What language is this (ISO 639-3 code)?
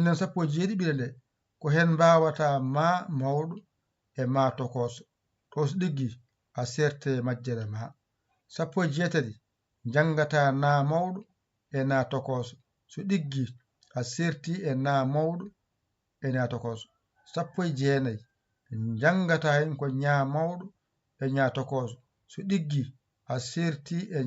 ful